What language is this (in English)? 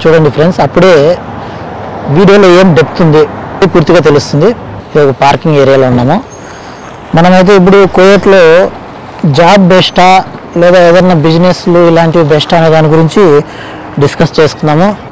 Telugu